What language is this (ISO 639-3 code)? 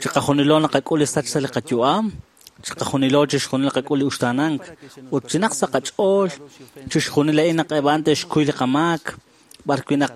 kek